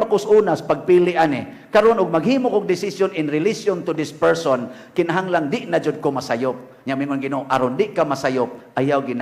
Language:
Cebuano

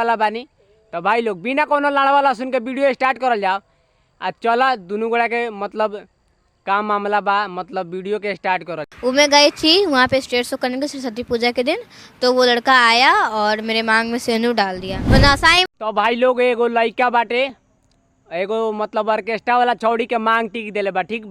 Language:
Bhojpuri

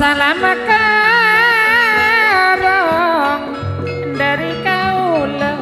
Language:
Madurese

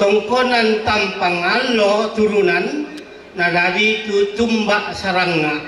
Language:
Toraja-Sa'dan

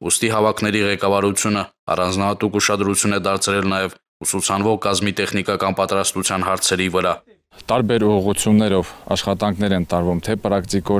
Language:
Armenian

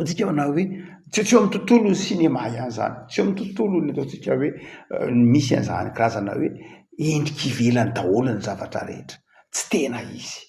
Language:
Malagasy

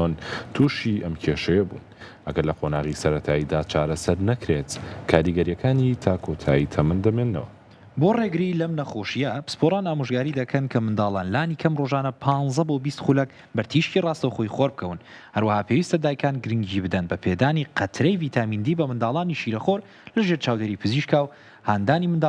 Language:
Central Kurdish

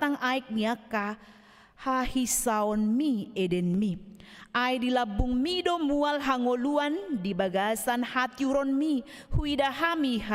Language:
Batak Toba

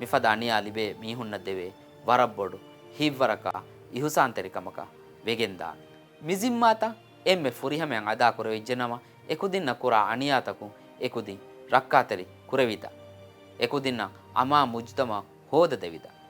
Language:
Divehi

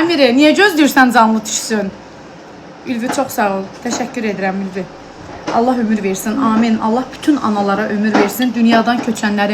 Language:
Azerbaijani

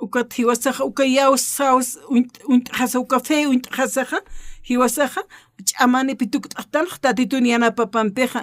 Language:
Aymara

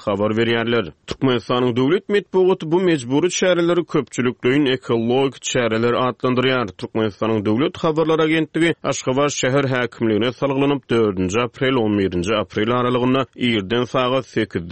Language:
Turkmen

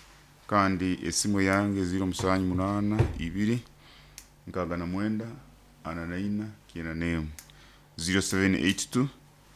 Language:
Nyoro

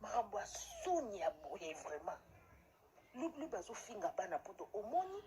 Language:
Lingala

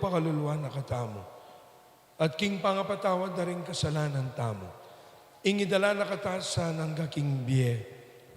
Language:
Pampanga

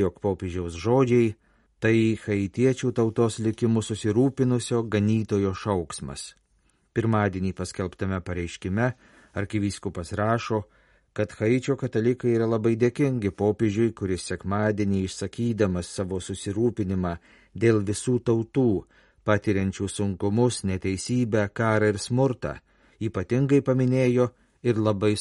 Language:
Lithuanian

